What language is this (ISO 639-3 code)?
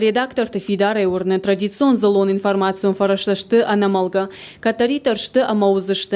oss